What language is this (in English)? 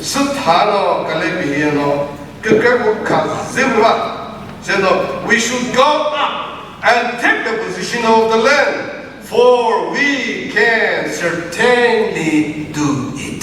Chokri Naga